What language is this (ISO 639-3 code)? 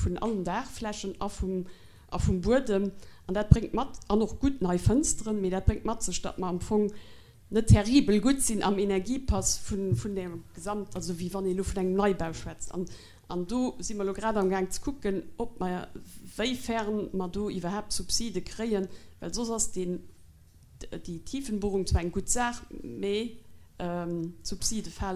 ltz